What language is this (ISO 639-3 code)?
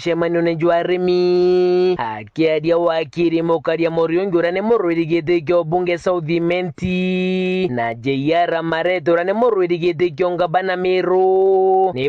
mer